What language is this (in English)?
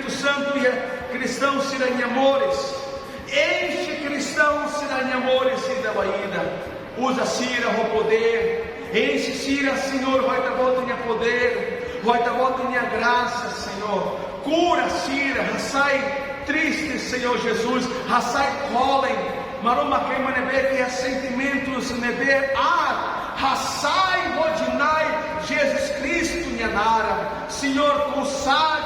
Tetum